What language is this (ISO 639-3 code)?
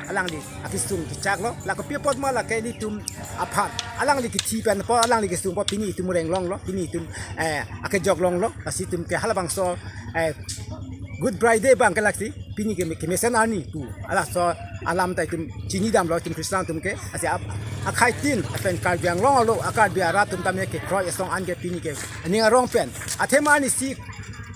mjw